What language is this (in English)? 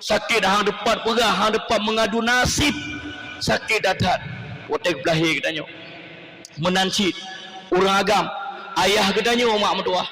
Achinese